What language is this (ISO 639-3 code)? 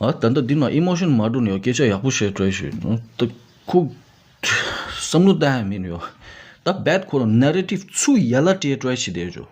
bod